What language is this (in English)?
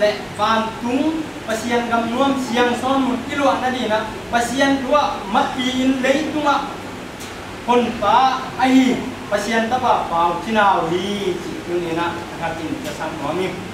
Tedim Chin